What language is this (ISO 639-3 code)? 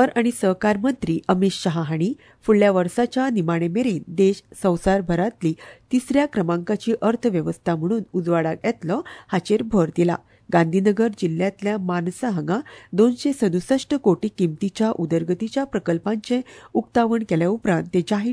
kok